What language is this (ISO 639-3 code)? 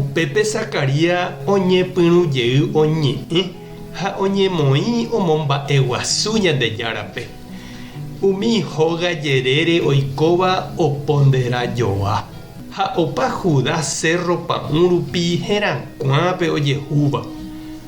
grn